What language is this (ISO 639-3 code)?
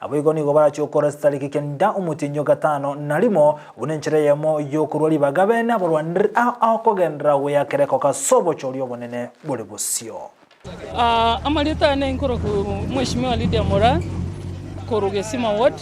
guz